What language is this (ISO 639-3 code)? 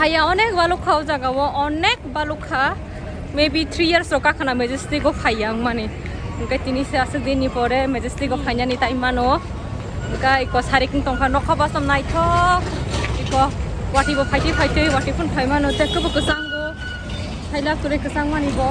trp